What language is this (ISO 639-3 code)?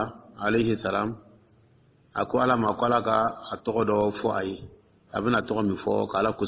dyu